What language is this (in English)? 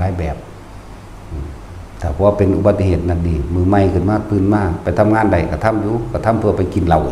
Northeastern Thai